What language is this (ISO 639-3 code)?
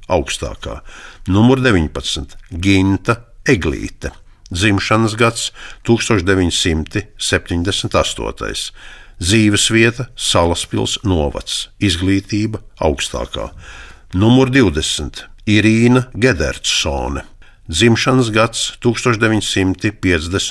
lav